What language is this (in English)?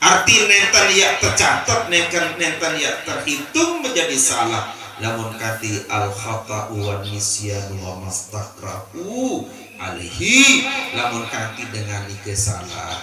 Sasak